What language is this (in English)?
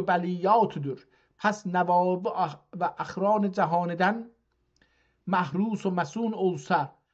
South Azerbaijani